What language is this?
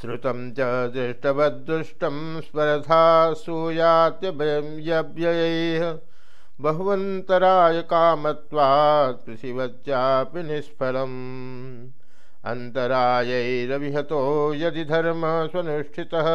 Sanskrit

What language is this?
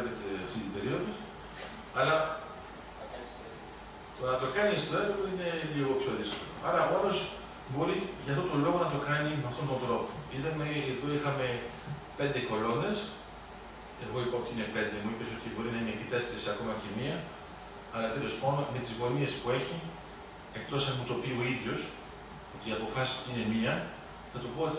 Greek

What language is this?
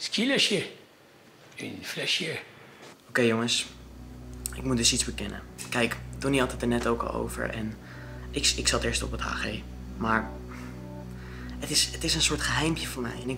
Dutch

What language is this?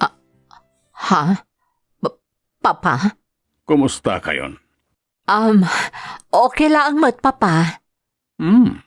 Iloko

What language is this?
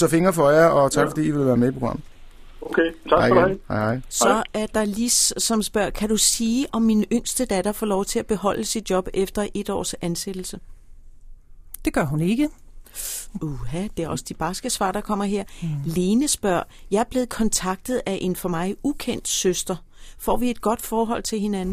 Danish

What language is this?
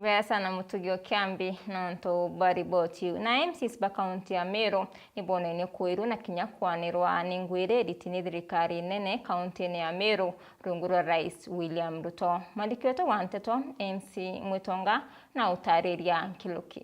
Meru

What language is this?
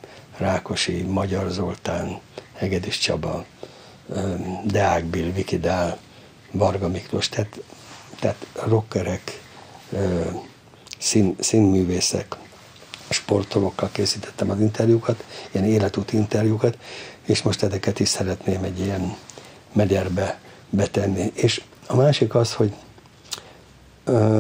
Hungarian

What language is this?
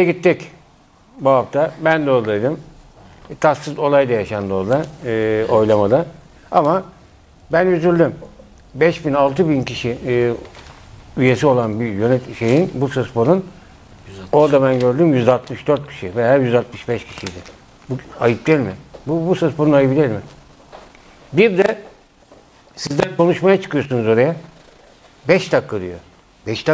Turkish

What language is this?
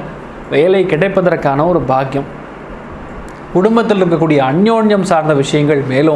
Tamil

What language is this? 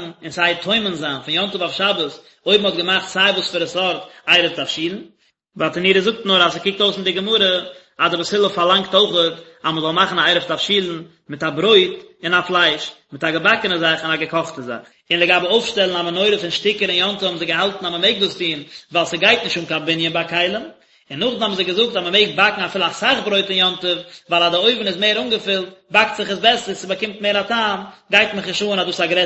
Yiddish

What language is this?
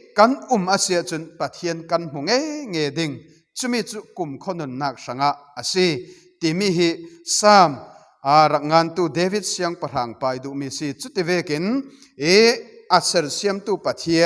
Falam Chin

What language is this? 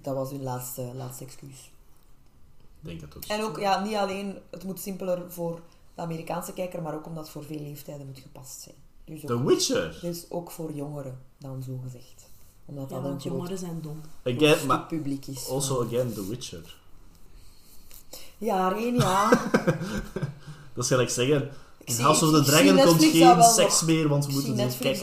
Dutch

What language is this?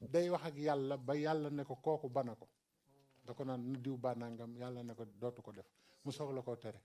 Wolof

